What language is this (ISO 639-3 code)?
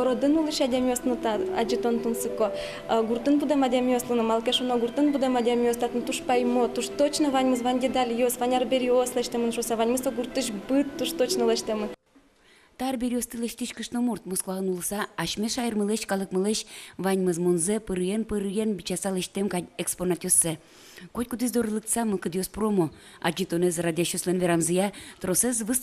udm